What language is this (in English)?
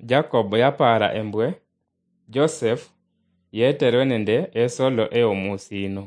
Luyia